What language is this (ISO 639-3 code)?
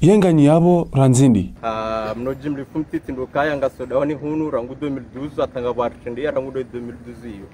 zdj